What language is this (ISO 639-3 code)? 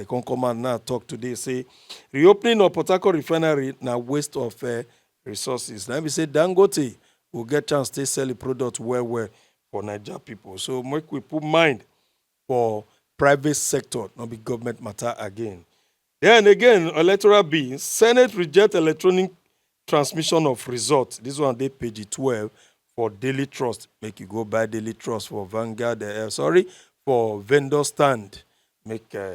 pcm